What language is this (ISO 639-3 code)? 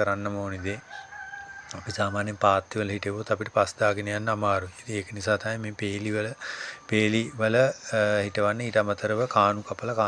sin